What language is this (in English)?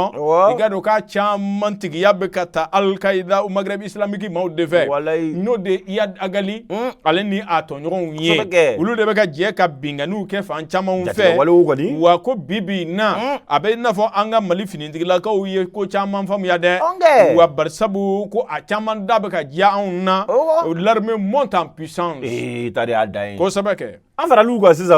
Bambara